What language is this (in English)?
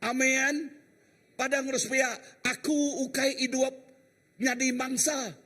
Iban